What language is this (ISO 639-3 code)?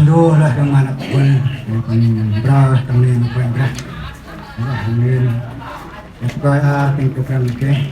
cmo